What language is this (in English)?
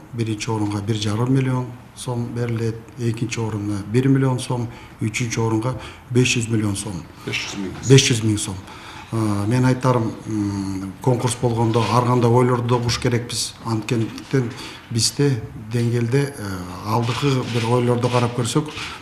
Kyrgyz